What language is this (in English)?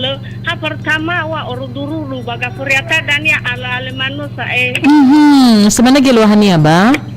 Nias